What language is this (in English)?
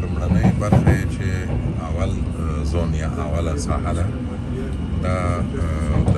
Pashto